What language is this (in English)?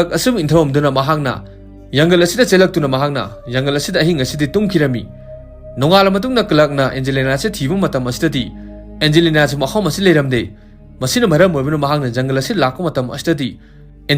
Manipuri